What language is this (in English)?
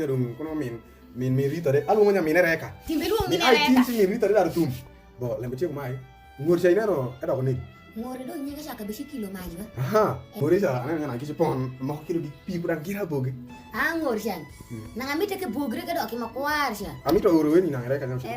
Alur